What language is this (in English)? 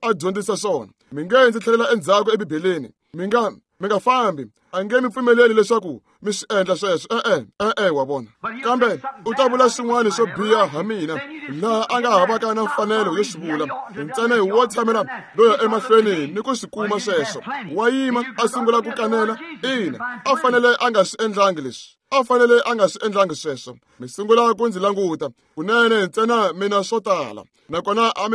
Tsonga